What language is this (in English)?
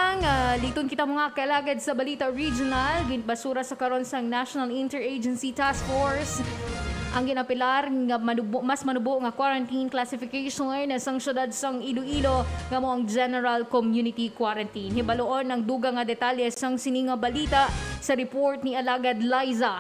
Hiligaynon